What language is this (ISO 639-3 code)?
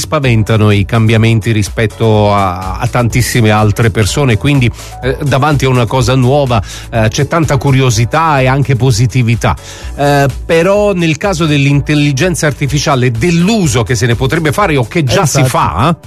ita